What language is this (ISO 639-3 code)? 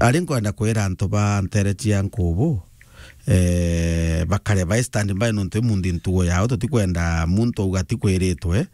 mer